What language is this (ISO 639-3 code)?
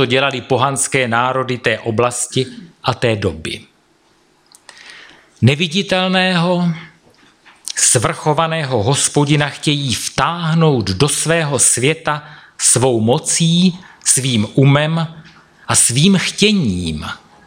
ces